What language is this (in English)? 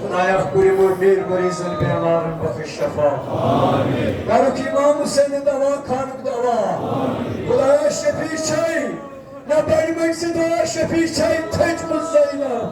Kashmiri